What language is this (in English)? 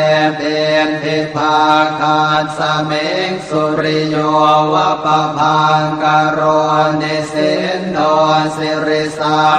Pali